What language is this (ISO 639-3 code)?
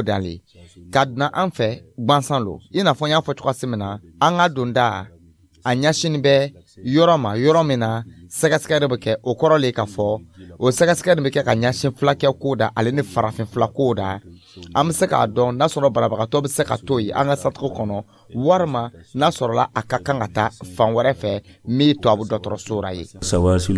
dyu